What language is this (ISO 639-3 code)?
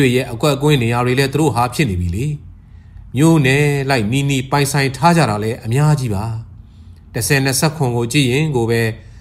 mya